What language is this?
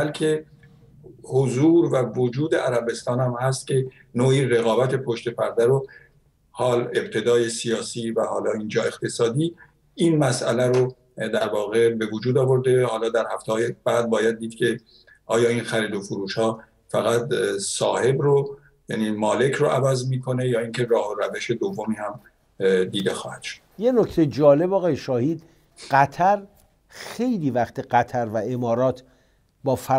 Persian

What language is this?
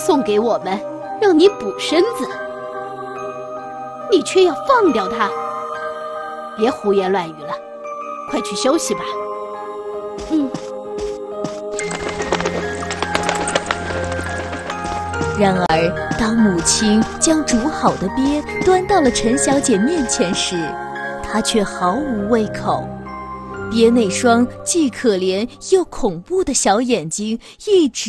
Chinese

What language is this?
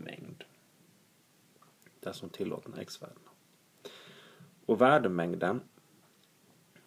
Swedish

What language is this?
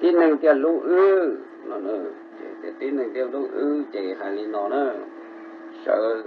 Hmong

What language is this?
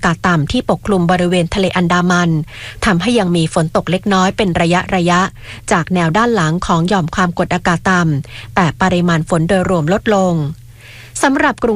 Thai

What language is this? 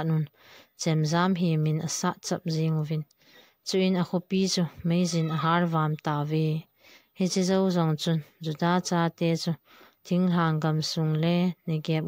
Thado Chin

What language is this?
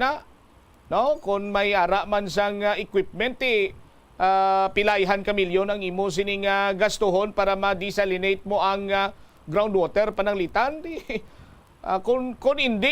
Hiligaynon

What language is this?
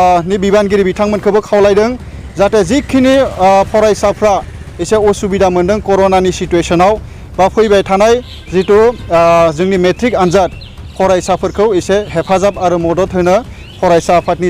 Bodo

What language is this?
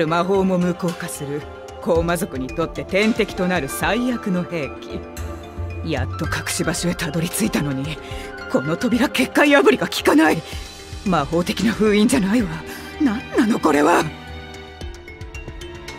Japanese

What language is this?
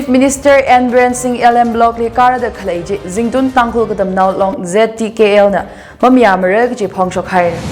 Tangkhul Naga (India)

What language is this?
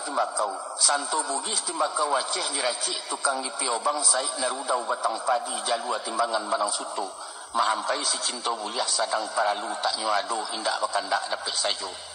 Minangkabau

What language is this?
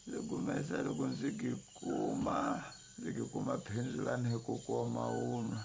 Tsonga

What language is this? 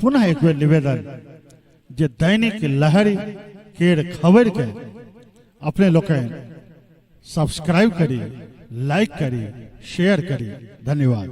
Maithili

